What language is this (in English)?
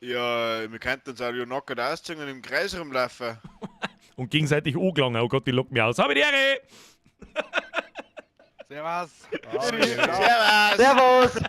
Bavarian